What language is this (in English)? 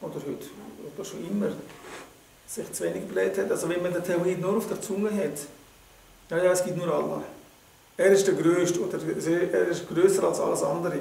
Swiss German